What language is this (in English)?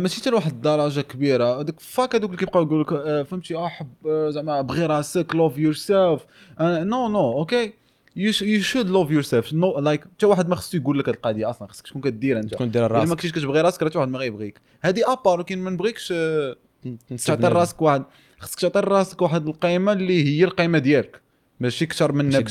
Moroccan Arabic